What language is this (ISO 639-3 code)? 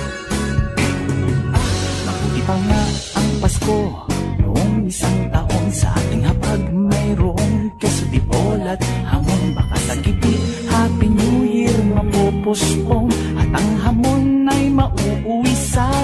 fil